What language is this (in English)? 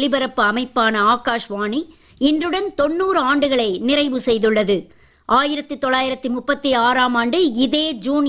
Tamil